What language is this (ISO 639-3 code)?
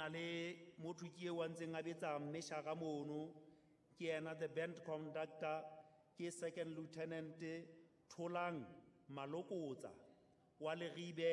sot